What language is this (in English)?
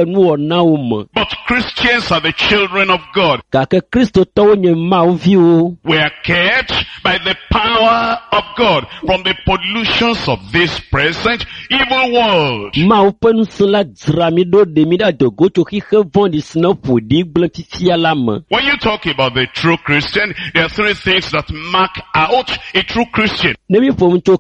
Ewe